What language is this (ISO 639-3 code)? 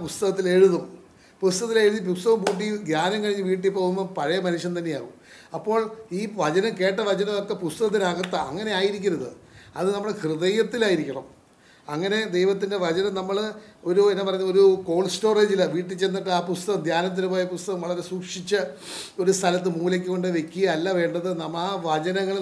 mal